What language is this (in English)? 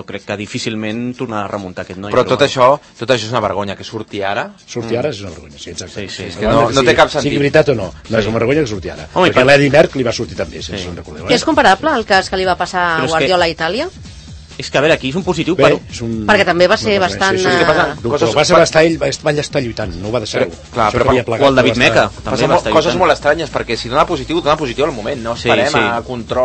Catalan